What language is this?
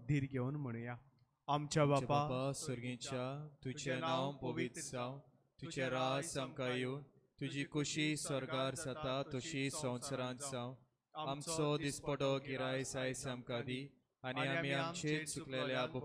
Konkani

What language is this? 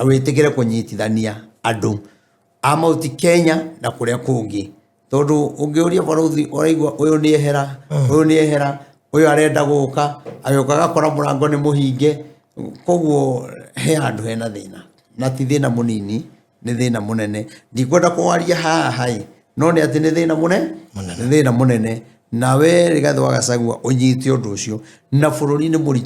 Kikuyu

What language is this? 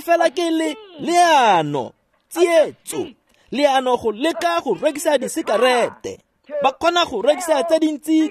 Tswana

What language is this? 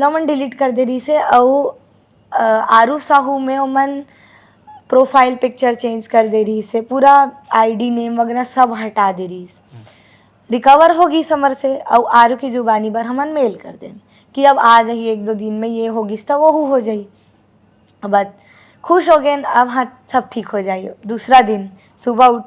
Chhattisgarhi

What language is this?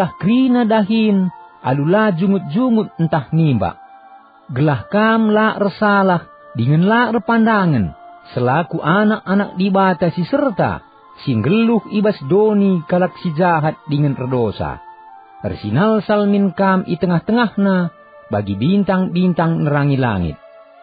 Batak Karo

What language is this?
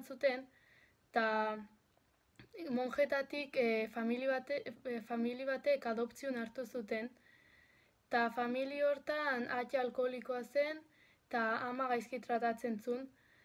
Basque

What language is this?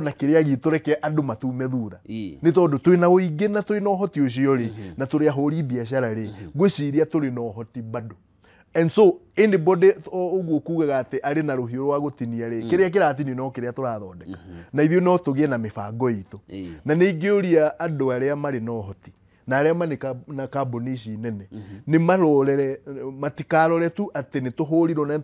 Kikuyu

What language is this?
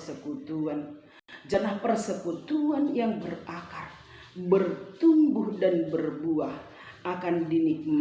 Batak Simalungun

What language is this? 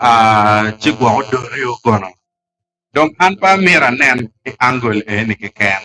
Acoli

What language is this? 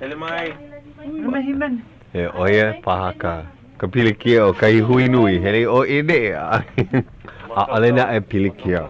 Hawaiian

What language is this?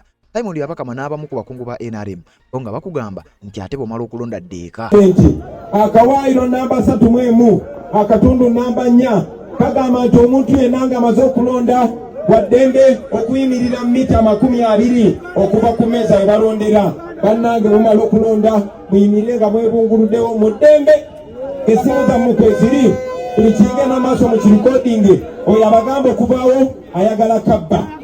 Ganda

